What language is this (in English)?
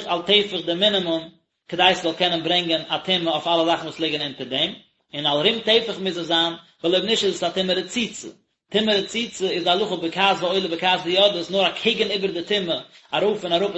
Yiddish